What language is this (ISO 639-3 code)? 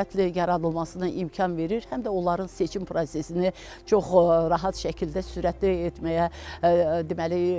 aze